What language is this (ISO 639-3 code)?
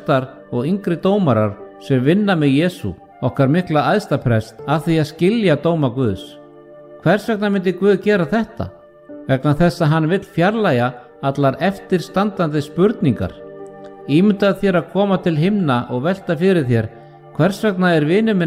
isl